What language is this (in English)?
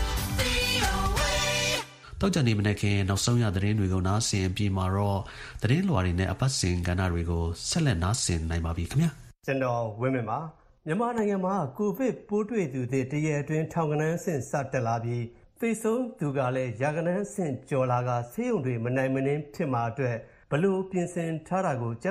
Burmese